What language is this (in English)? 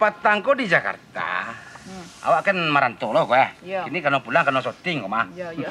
Minangkabau